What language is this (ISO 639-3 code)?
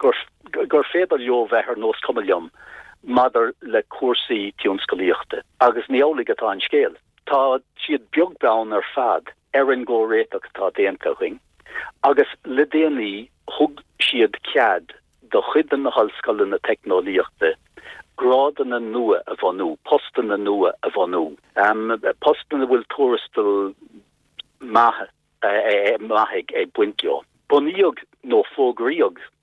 gle